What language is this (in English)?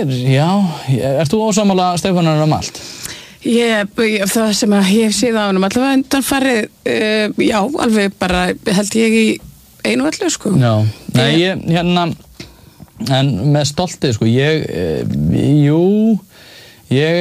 Icelandic